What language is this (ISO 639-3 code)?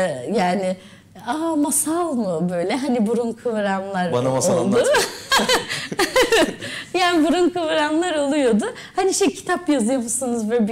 tur